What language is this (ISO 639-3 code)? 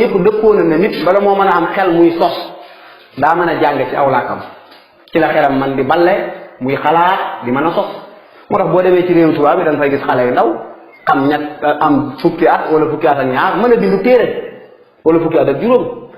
wol